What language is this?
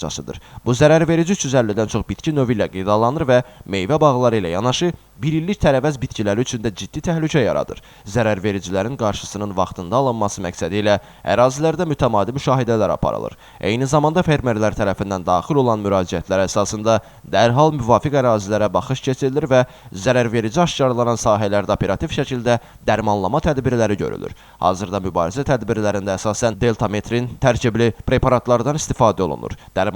Azerbaijani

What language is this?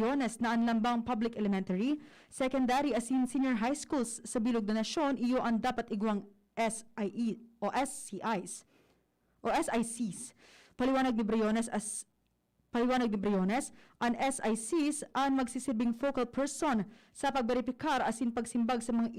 Bikol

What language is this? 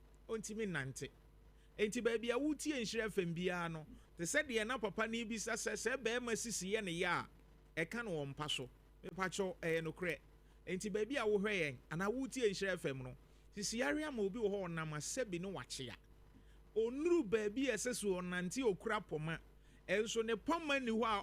Akan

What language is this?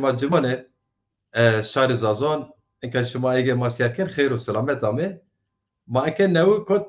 Zaza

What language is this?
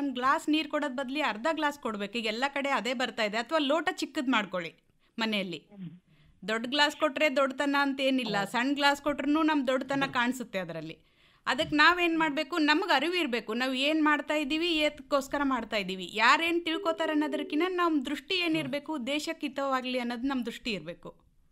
Kannada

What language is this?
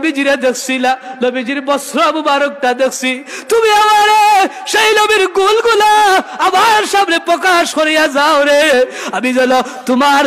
Sylheti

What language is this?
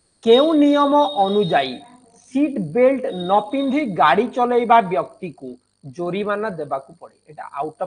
Odia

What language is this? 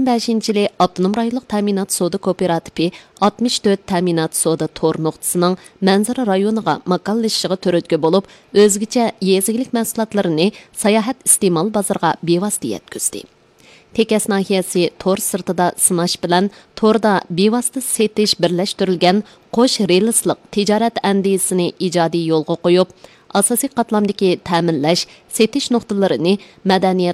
Uyghur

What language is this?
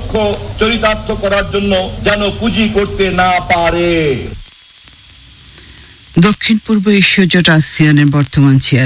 Bangla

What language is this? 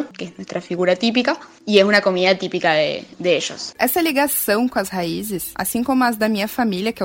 Portuguese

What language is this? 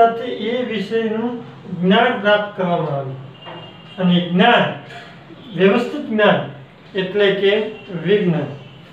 Gujarati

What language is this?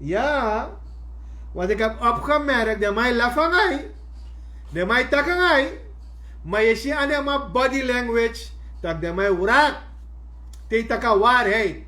Sranan Tongo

